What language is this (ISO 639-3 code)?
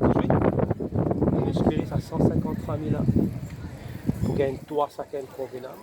mfe